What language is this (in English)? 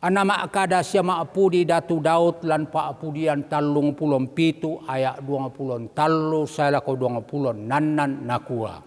Toraja-Sa'dan